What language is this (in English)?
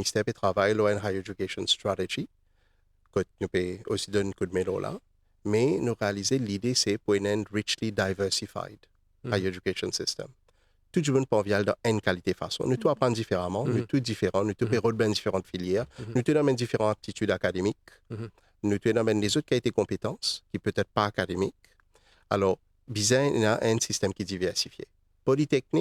Morisyen